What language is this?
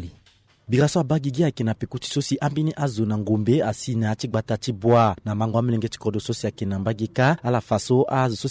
Sango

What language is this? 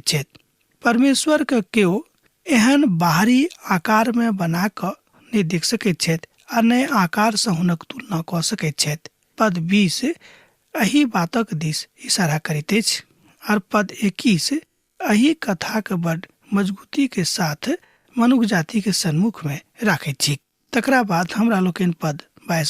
Maithili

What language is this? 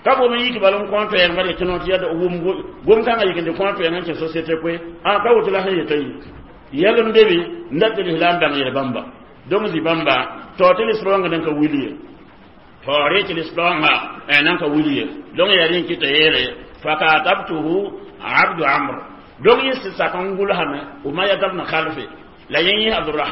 Mossi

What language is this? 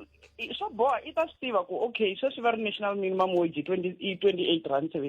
Tsonga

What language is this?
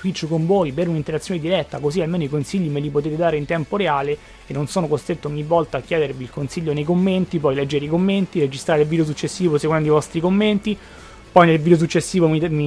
Italian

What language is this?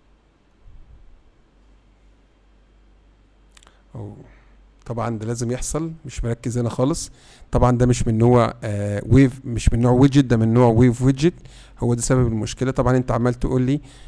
Egyptian Arabic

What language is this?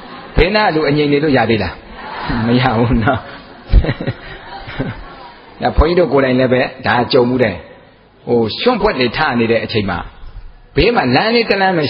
Burmese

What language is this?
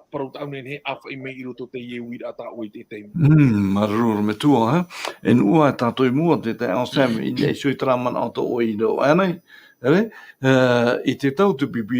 Tahitian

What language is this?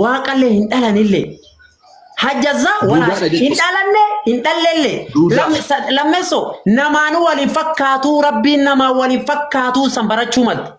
Oromo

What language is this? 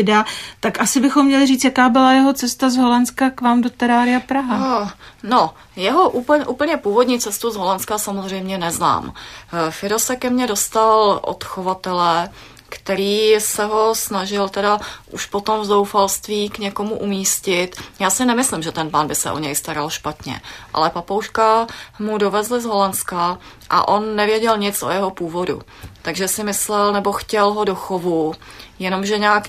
Czech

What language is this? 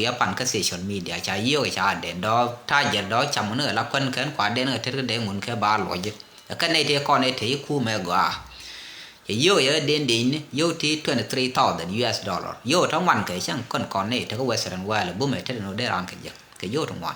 Nuer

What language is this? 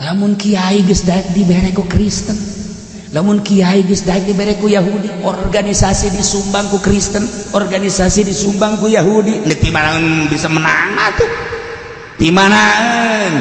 Sundanese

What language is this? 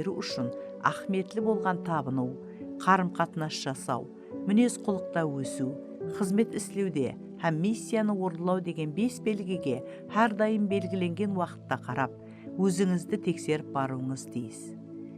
Kara-Kalpak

